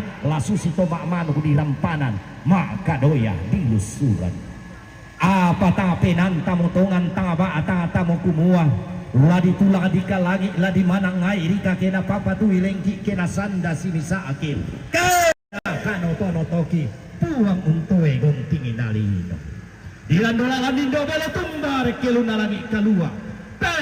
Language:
Toraja-Sa'dan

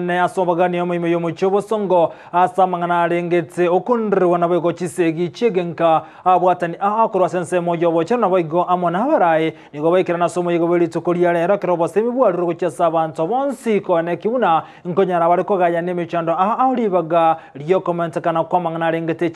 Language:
Gusii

